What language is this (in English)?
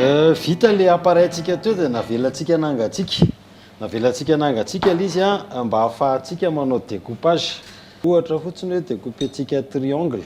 Malagasy